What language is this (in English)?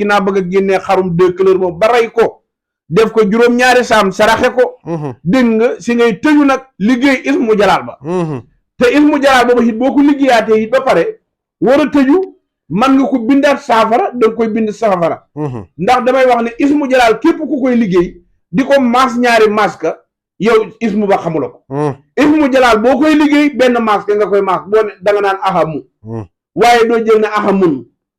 Wolof